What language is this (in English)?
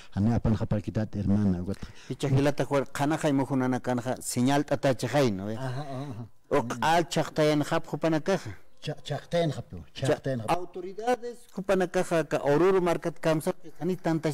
Aymara